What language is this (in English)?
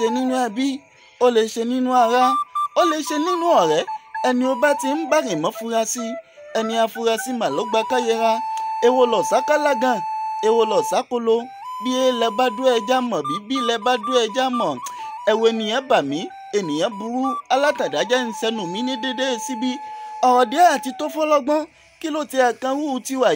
Yoruba